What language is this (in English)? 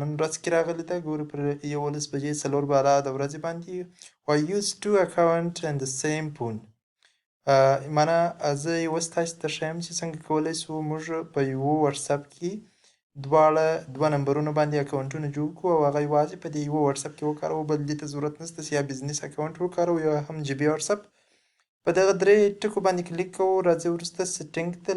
Pashto